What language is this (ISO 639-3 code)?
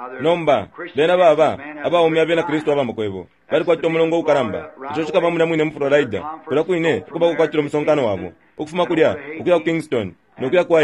bem